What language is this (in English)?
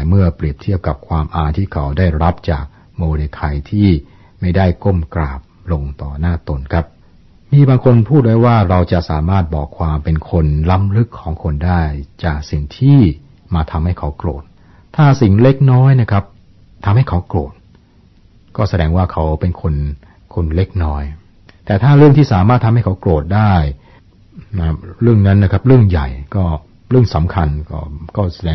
Thai